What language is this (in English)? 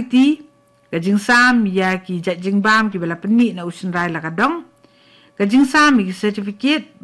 Khasi